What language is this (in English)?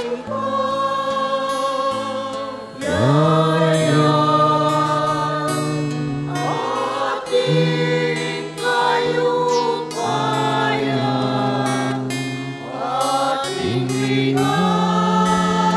Pampanga